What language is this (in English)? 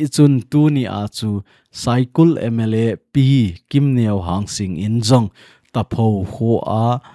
Thado Chin